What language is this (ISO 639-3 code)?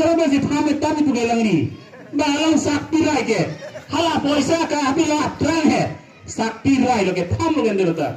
mjw